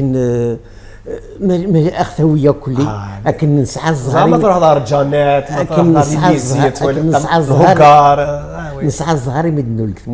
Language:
Kabyle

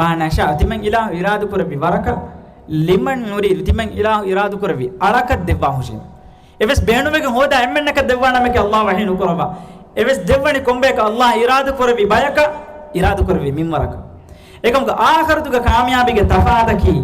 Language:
Divehi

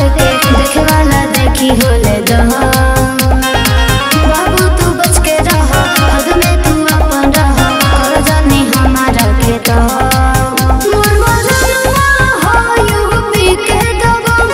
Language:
Bhojpuri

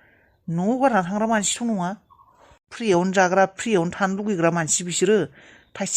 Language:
Bodo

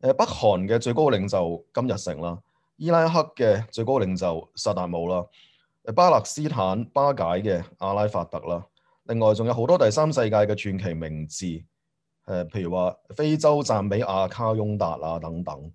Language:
Cantonese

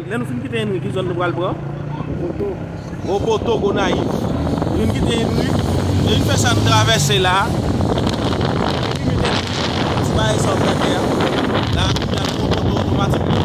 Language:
Haitian Creole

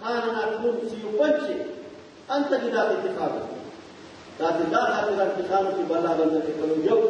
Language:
Brahui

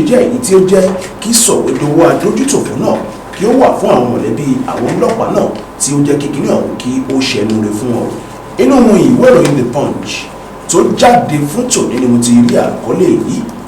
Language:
Yoruba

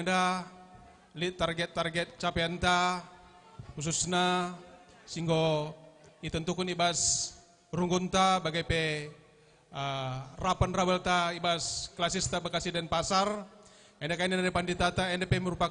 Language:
Batak Karo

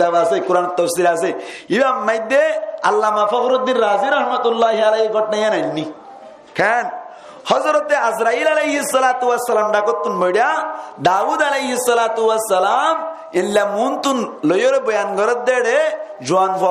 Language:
Rohingya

